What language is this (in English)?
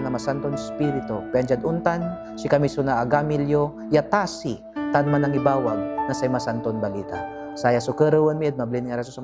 Pangasinan